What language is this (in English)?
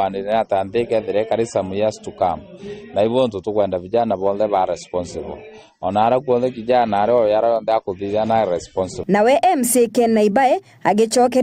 Meru